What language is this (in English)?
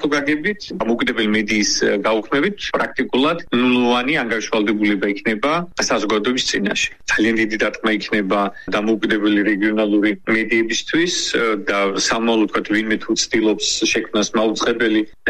Georgian